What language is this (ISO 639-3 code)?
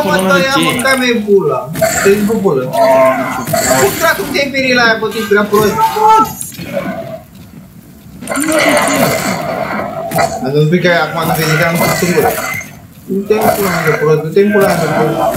ron